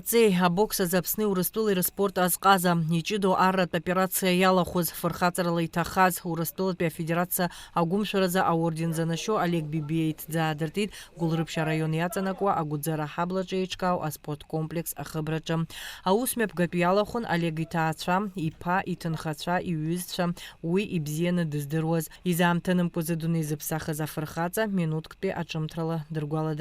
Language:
Abkhazian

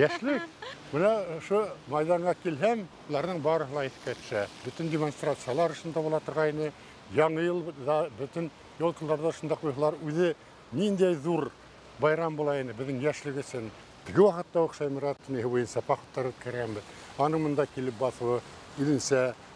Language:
Bashkir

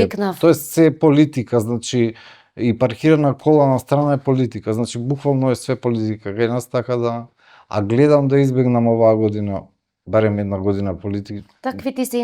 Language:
Macedonian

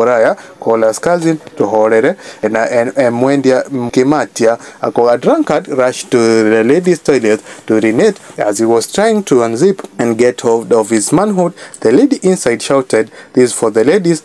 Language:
Kikuyu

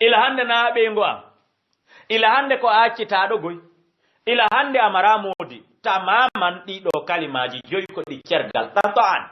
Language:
Fula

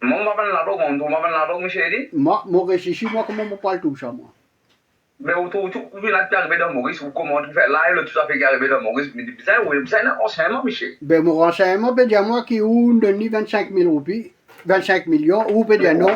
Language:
Morisyen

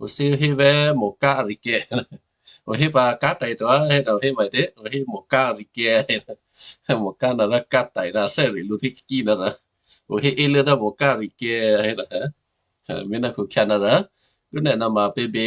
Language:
Western Kayah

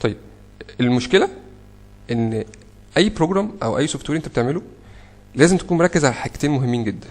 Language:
Egyptian Arabic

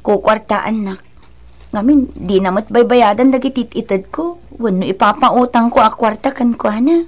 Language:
Iloko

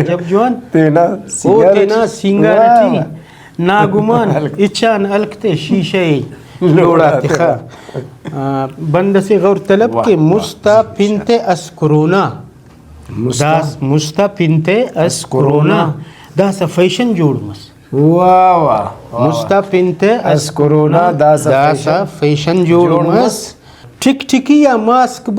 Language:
Brahui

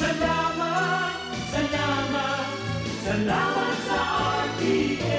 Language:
Bikol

